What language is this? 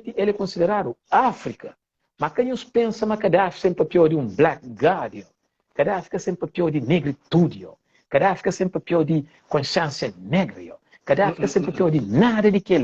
Kabuverdianu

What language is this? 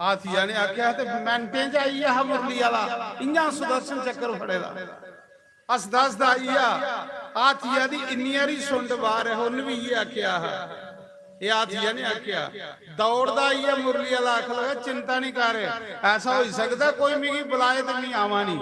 Dogri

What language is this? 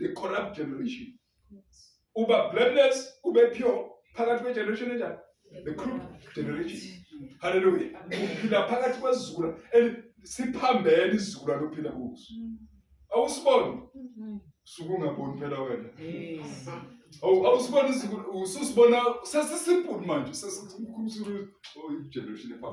Zulu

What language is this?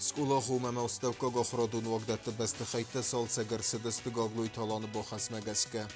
Ossetic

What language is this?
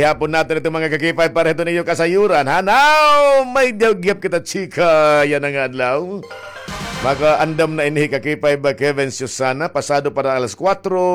Waray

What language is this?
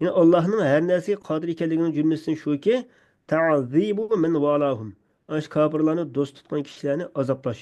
Uyghur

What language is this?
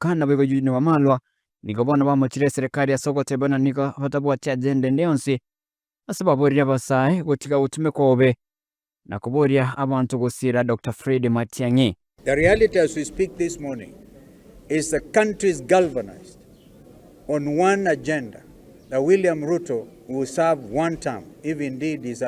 Gusii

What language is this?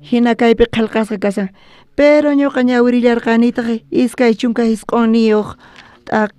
South Bolivian Quechua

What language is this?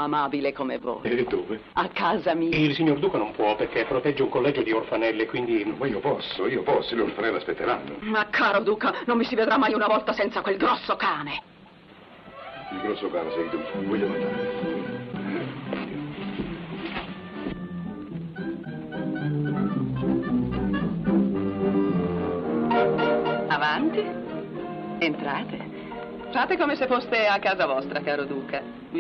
Italian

